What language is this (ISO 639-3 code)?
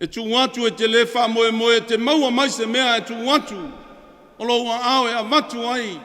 smo